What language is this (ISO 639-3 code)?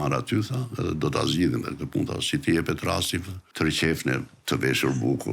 sqi